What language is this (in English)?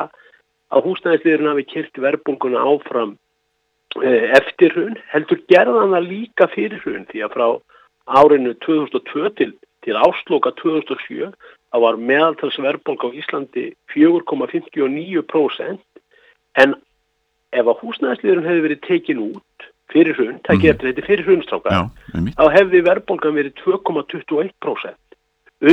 Icelandic